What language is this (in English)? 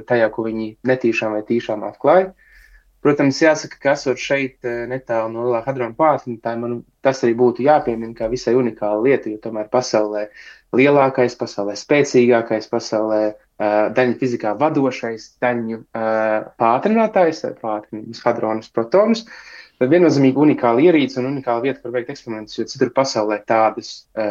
Latvian